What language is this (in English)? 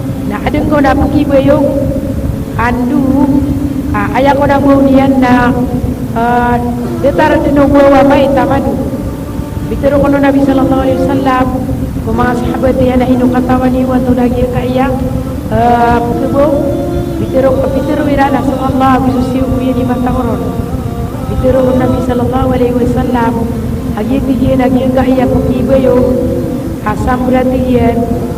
Maranao